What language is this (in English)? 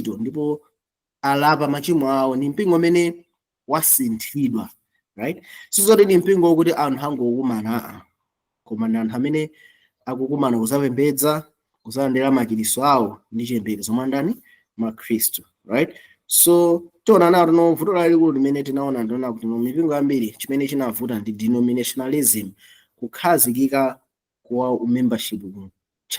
Nyanja